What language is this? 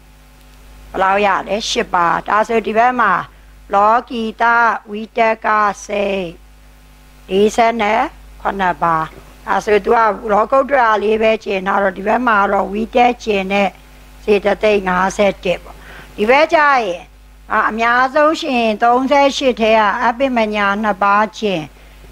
Burmese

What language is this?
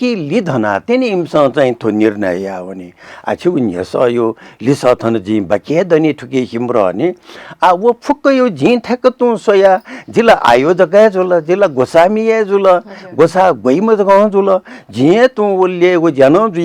Newari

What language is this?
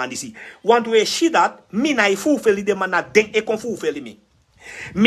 Sranan Tongo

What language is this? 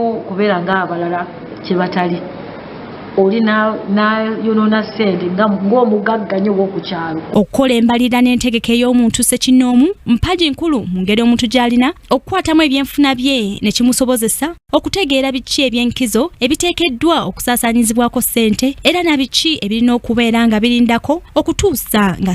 Ganda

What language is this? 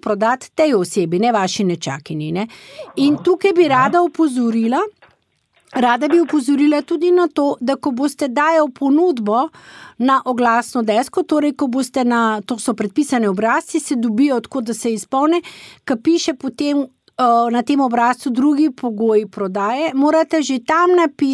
Slovenian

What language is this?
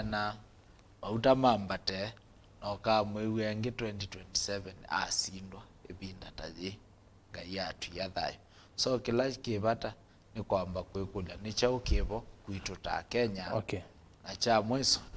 Kamba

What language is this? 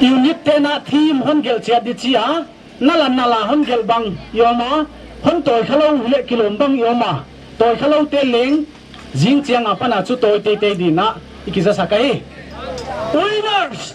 Paite Chin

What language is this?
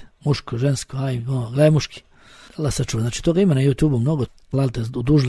Bosnian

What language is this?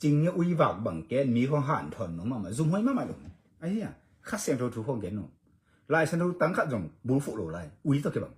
Tedim Chin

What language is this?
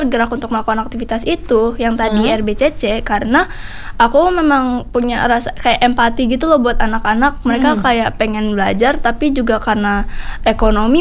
Indonesian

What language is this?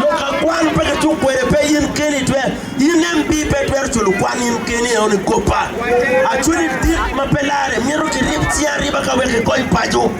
Acoli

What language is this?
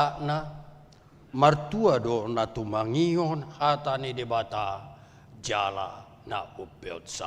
Batak Toba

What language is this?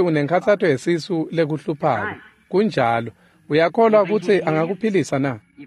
Swati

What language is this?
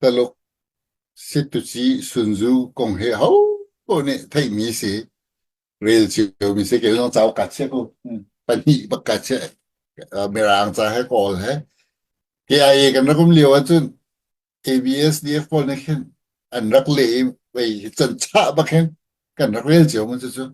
Hakha Chin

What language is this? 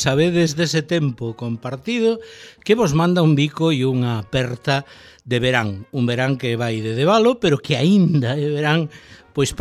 Galician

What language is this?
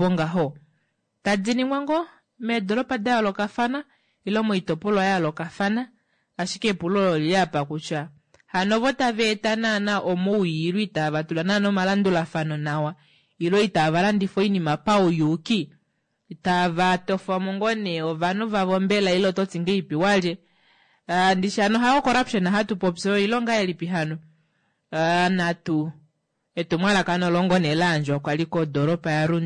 Kuanyama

